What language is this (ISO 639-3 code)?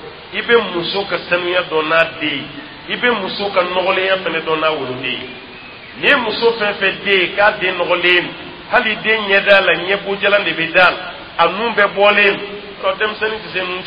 dyu